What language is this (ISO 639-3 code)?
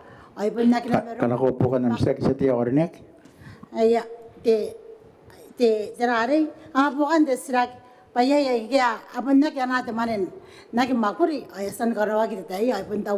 gil